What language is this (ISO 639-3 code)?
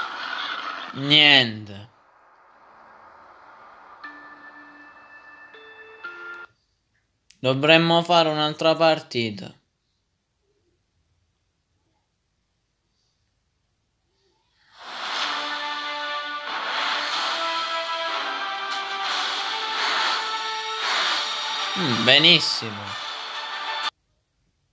ita